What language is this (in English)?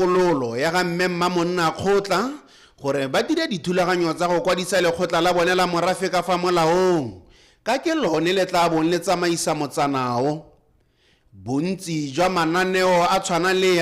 Tswana